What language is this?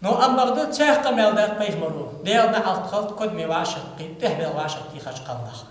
Ingush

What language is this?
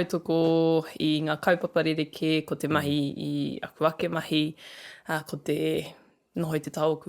Māori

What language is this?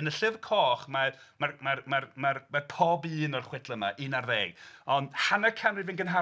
Welsh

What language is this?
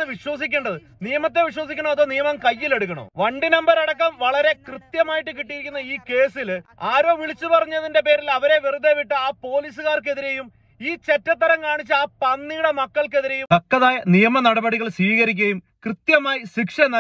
Malayalam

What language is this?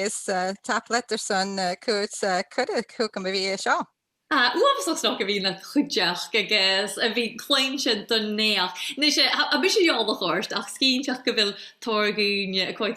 Scottish Gaelic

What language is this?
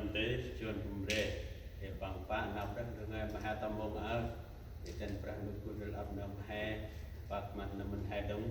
Central Mnong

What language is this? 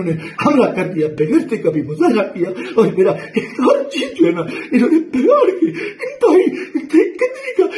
Urdu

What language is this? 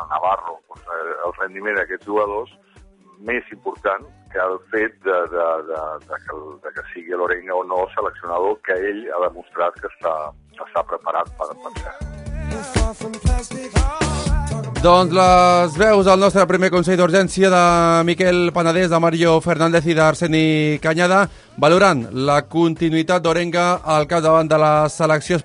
Catalan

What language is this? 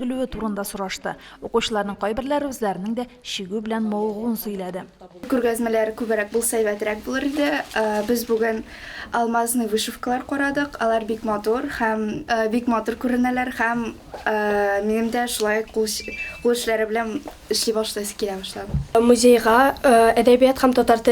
Tatar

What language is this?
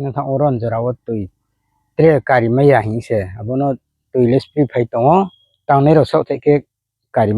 Riang (India)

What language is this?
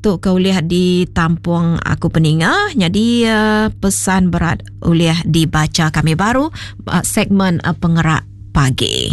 Iban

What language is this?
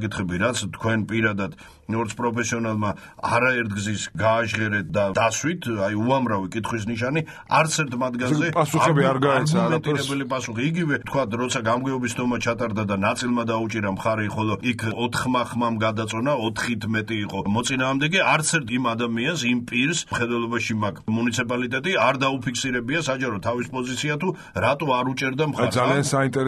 Georgian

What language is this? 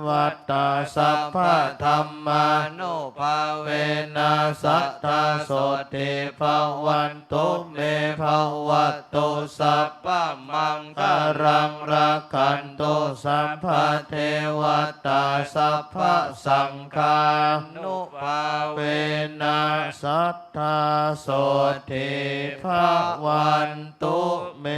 Pali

